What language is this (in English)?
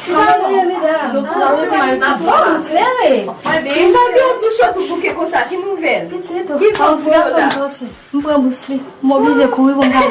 Haitian Creole